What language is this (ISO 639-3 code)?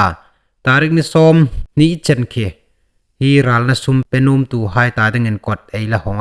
hmr